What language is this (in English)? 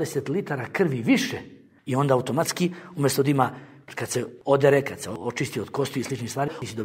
Bosnian